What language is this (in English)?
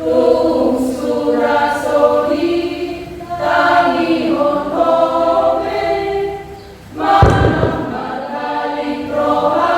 Batak Toba